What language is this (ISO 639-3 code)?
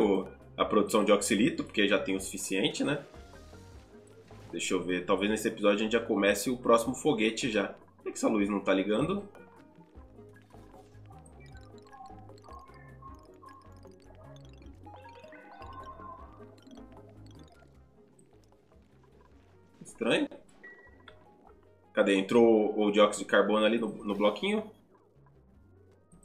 por